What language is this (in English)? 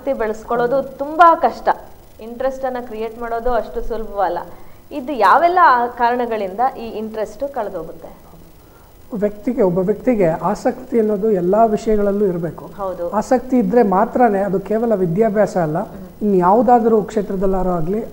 Kannada